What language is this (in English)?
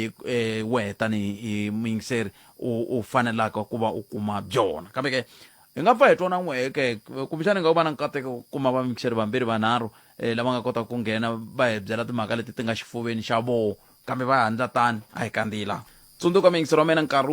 Tsonga